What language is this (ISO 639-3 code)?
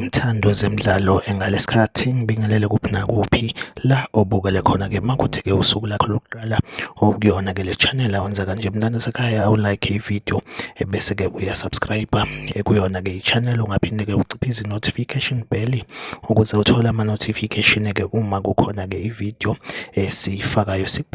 zul